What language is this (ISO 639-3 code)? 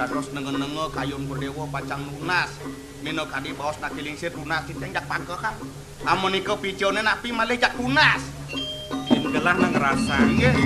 ban